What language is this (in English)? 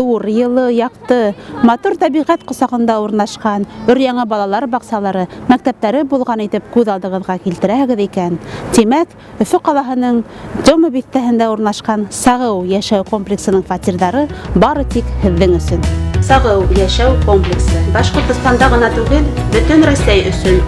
Bashkir